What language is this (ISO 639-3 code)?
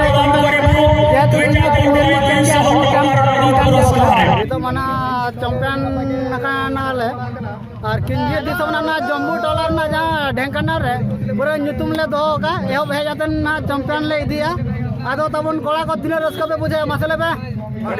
sat